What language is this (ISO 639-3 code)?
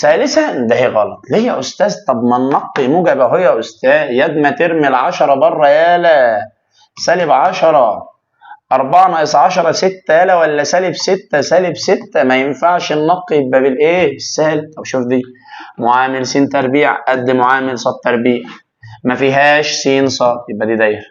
arz